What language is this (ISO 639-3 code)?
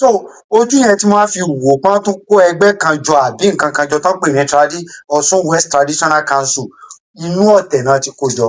yor